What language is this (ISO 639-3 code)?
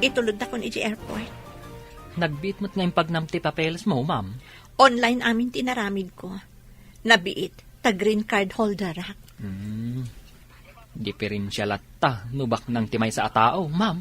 ilo